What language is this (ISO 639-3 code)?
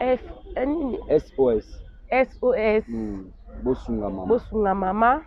lin